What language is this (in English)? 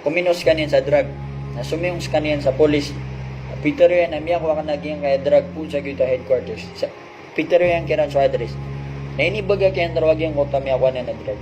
Maranao